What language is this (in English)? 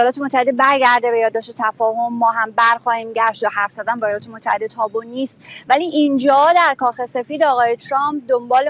Persian